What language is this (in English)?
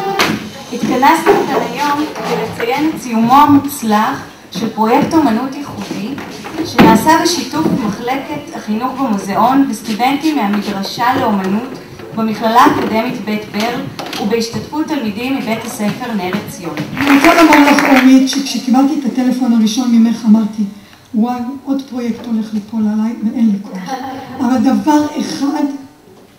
Hebrew